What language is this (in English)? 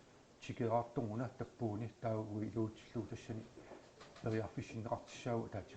Kalaallisut